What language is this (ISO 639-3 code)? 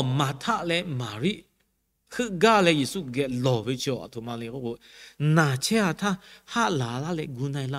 lhu